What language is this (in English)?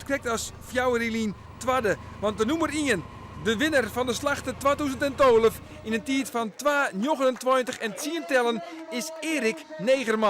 Western Frisian